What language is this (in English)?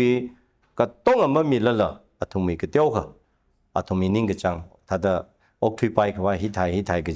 Tangkhul Naga (India)